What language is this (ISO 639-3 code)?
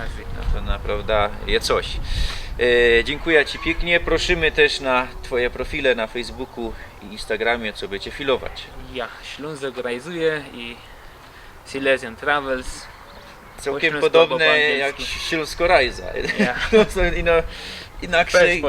szl